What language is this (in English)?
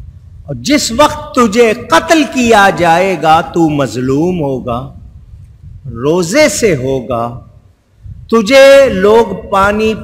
Urdu